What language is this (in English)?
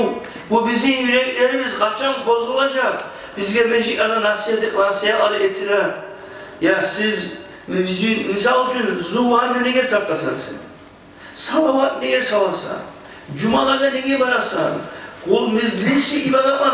Kumyk